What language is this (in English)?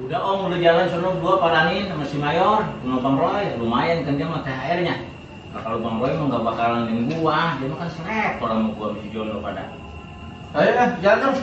Betawi